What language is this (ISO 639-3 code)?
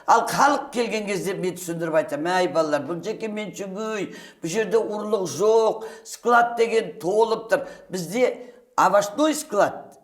kaz